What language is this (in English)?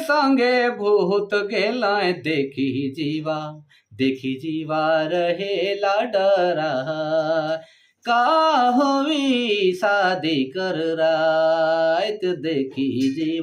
Sadri